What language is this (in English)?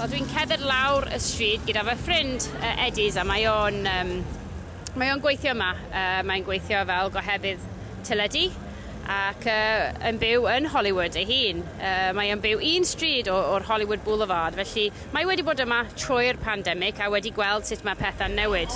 Welsh